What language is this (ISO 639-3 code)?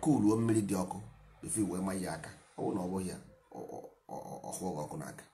ibo